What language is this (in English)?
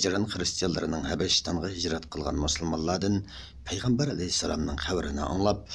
Uyghur